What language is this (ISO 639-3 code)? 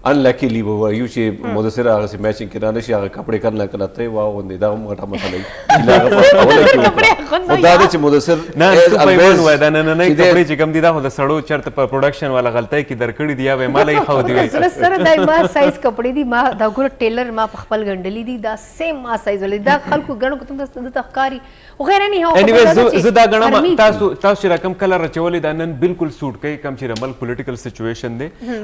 pus